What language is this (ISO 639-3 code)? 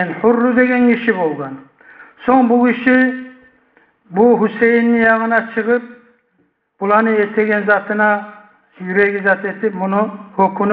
kum